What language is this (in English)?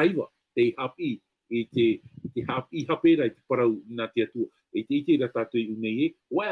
Tahitian